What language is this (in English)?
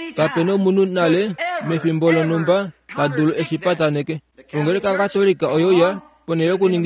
Kuanyama